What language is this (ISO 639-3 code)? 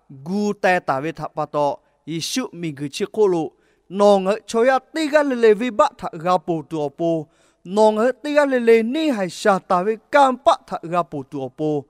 lhu